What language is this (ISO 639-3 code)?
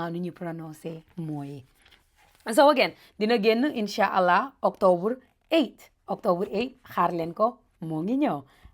wol